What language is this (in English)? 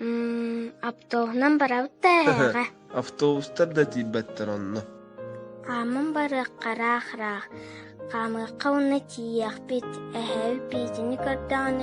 Yakut